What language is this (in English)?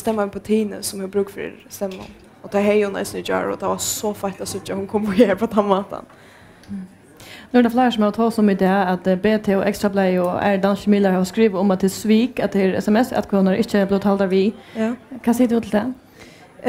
Faroese